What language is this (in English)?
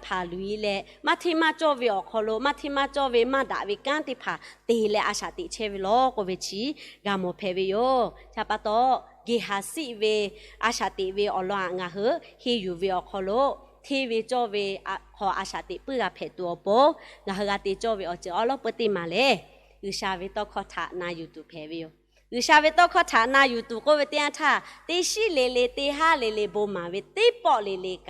Lahu